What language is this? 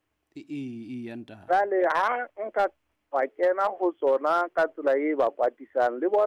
Southern Sotho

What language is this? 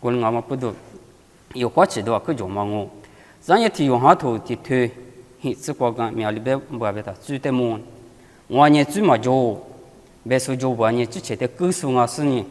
Lisu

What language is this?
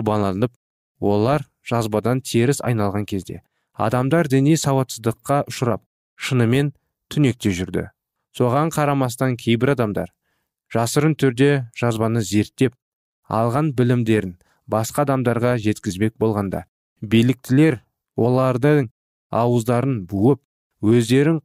Kazakh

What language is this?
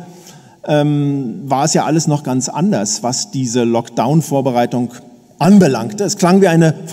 German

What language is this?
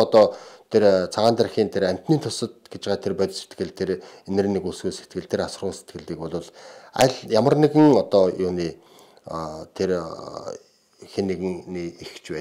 Mongolian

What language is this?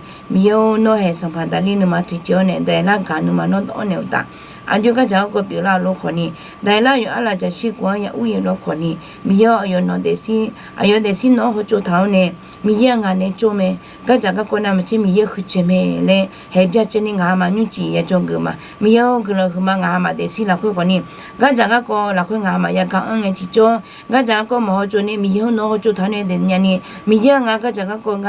Akha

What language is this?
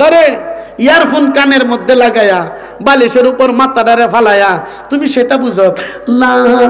Sylheti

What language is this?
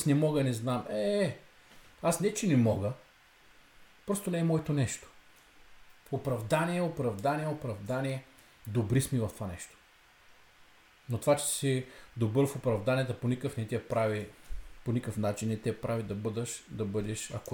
Bulgarian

